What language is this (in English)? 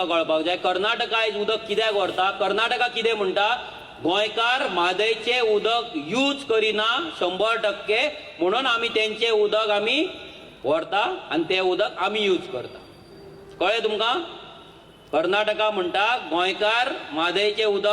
Konkani